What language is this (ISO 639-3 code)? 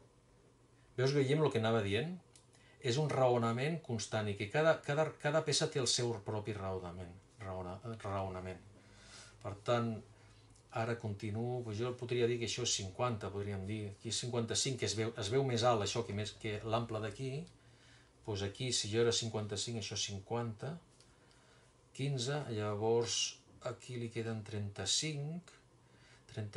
cat